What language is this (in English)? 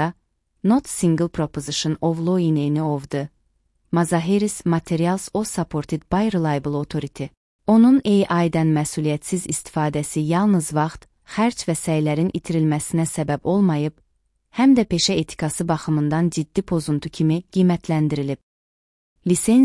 Azerbaijani